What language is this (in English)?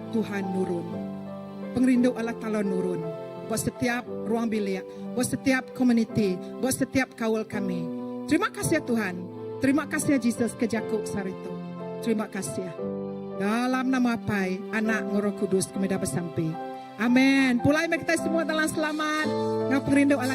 Iban